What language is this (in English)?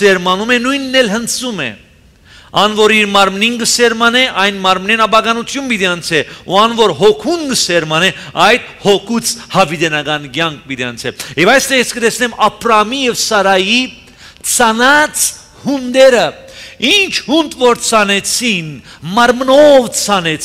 Armenian